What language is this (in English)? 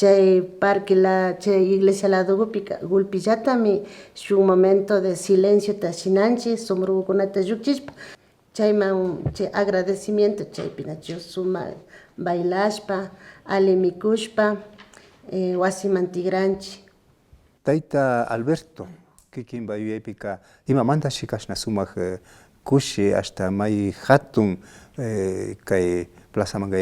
Imbabura Highland Quichua